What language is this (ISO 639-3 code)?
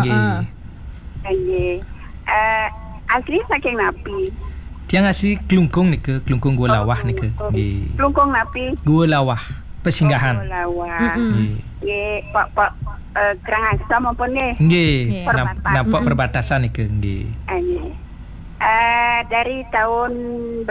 ban